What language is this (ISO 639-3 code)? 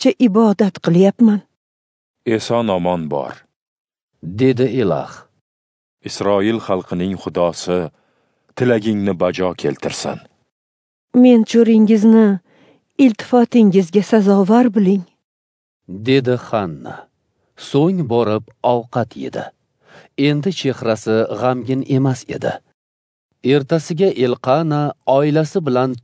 uzb